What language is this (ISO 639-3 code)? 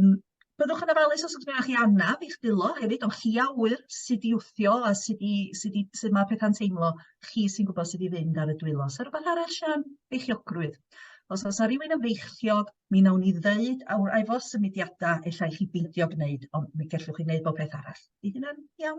cym